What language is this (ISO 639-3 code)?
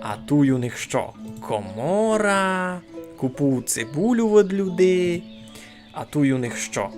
rue